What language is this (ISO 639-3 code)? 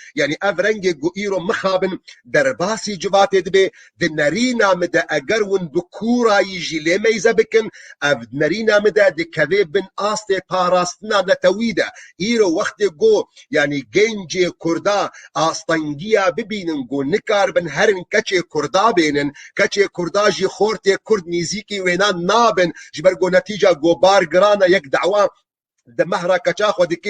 kur